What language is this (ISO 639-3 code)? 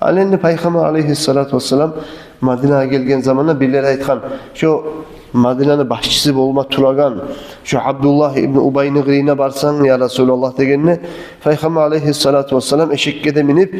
kum